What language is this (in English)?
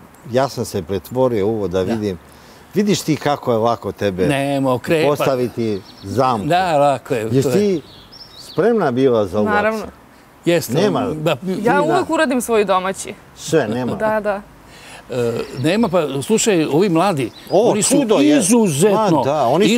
Serbian